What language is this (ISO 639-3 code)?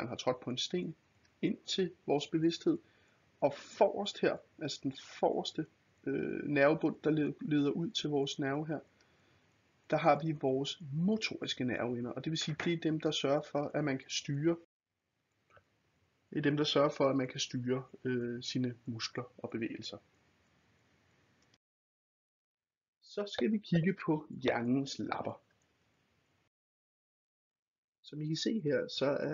dan